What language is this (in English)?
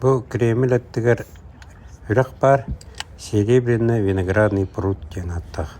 Yakut